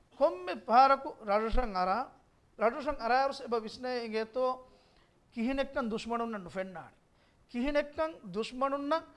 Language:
Divehi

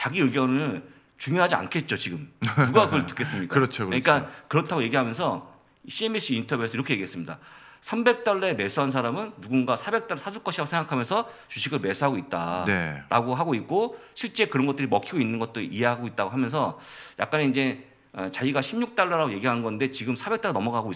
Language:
Korean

